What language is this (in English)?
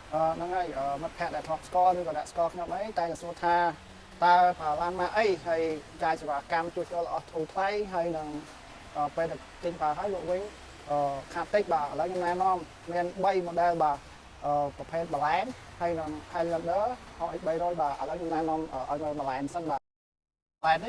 Khmer